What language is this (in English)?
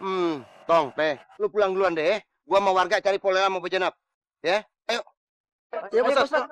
Betawi